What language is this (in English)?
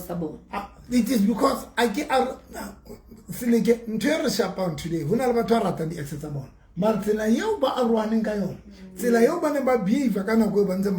Southern Sotho